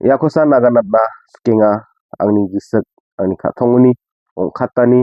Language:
Garo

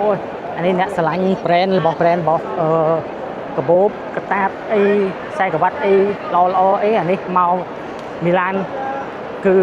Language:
Khmer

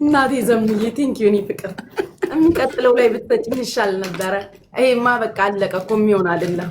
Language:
Amharic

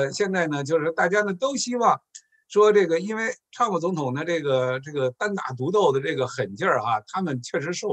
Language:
Chinese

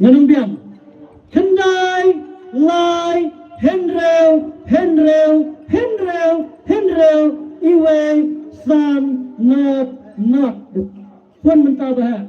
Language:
Khasi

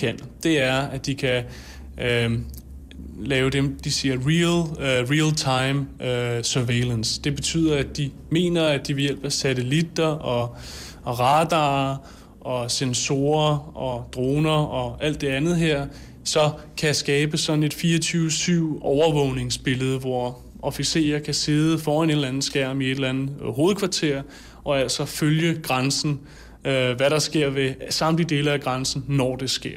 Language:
Danish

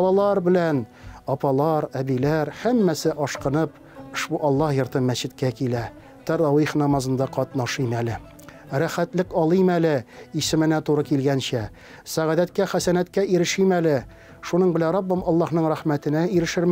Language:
Tatar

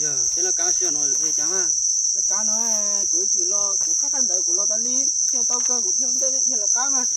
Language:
Hmong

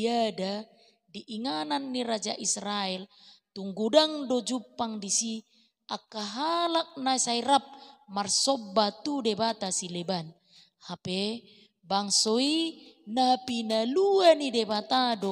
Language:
Batak Toba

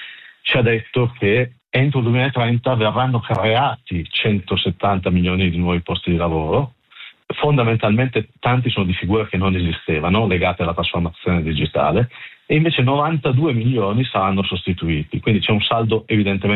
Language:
Italian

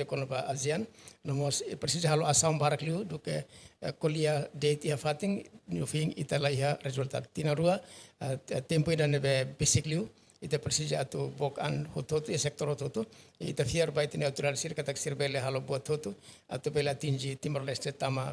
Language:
Tetum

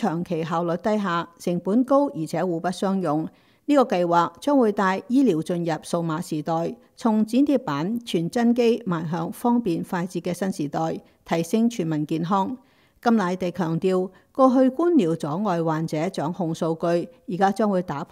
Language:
Cantonese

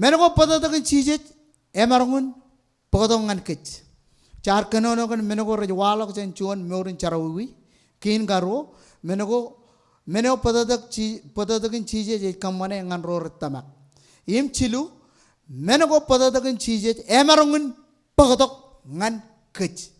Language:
Marshallese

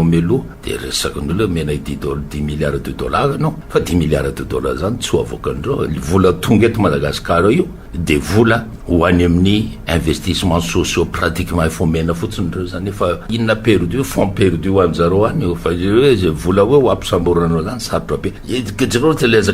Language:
Malagasy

